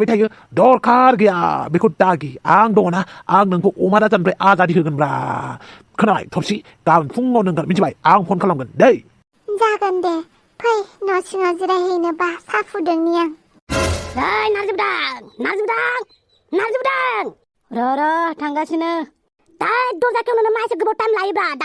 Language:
Bodo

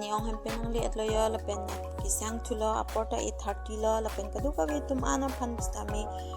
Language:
Karbi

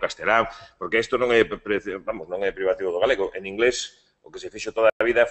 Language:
Galician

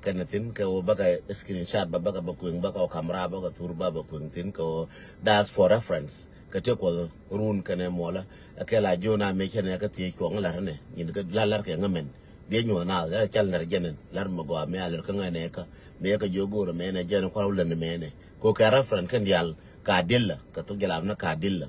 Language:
Nuer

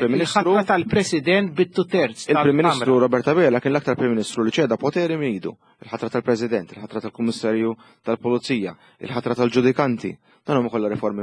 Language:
Maltese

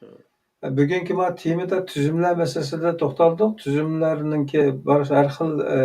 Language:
Uyghur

